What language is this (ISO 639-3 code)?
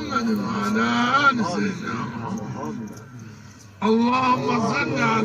zza